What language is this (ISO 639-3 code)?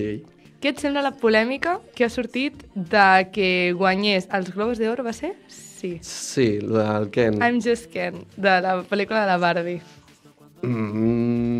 cat